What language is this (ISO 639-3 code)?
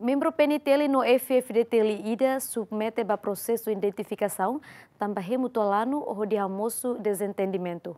tet